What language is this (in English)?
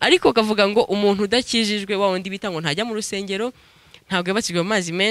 Kinyarwanda